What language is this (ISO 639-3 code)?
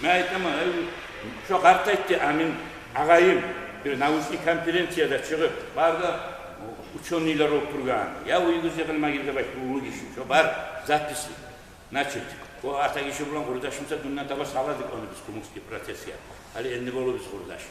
kum